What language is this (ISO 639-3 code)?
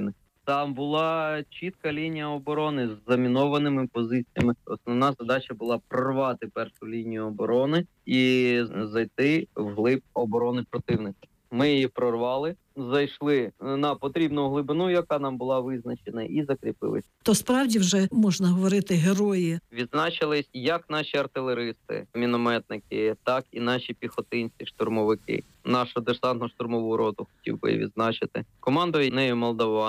ukr